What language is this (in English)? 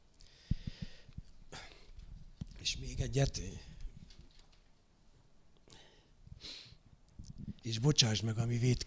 Hungarian